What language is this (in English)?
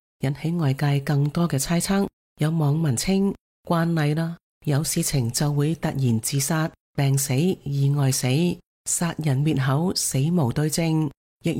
Cantonese